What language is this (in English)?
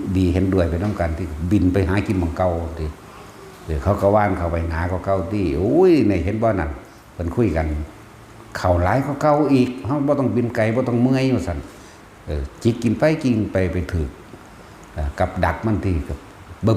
Northeastern Thai